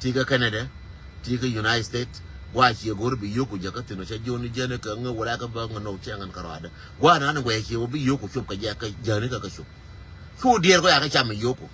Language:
Nuer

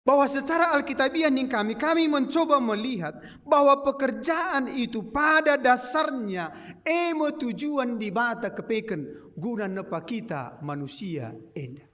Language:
Batak Karo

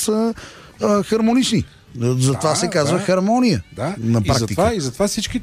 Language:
Bulgarian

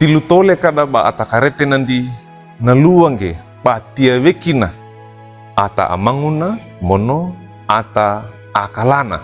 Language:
Wejewa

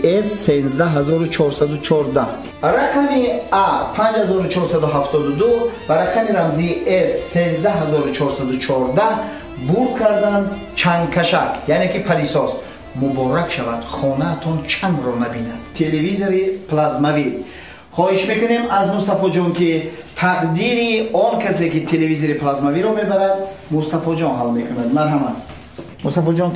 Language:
Tajik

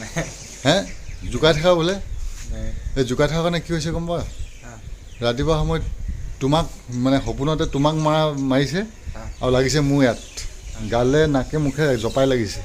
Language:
Assamese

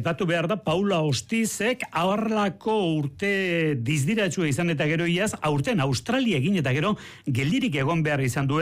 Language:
Basque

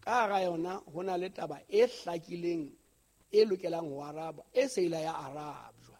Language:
Southern Sotho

